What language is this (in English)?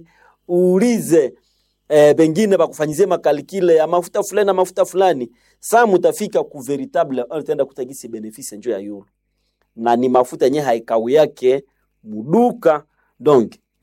Swahili